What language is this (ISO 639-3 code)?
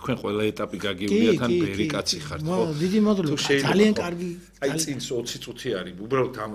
kat